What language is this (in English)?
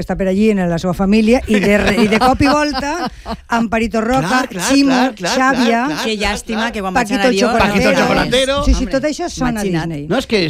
Catalan